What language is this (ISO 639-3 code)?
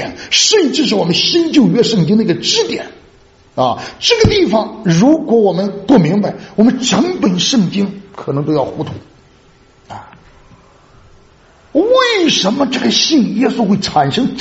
zho